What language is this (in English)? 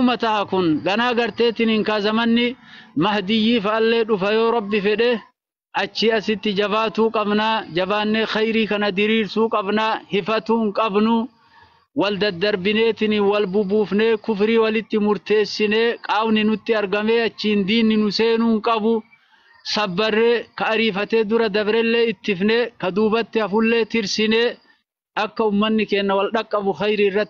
Oromo